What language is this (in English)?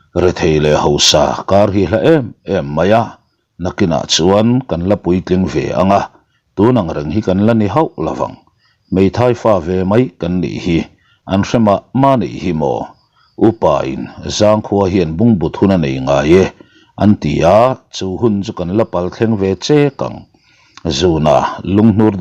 Mizo